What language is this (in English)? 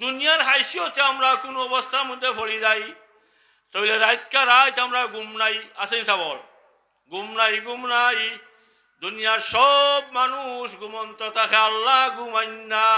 Sylheti